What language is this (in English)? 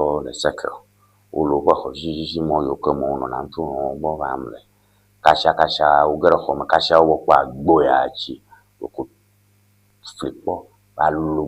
Ewe